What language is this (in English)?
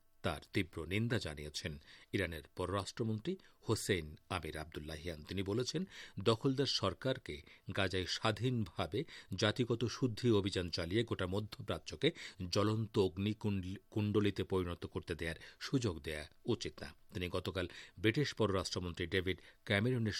Bangla